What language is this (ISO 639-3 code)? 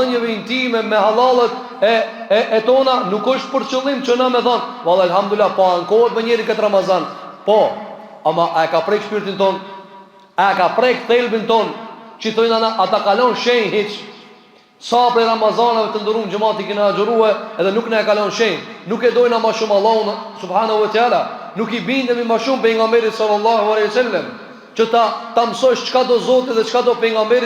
sqi